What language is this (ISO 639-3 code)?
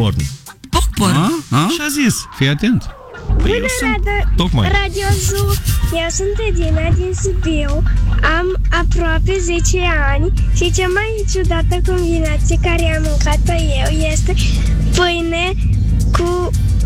ron